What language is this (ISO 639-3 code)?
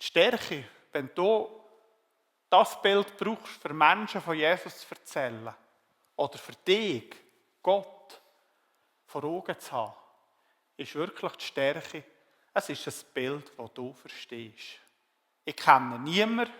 gsw